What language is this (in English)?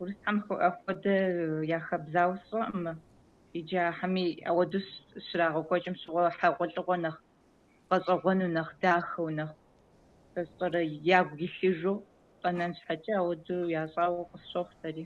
Kabardian